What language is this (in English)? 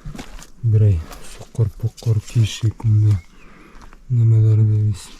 Bashkir